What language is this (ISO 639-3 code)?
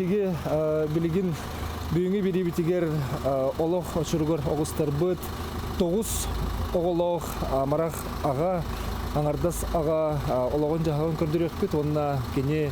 sah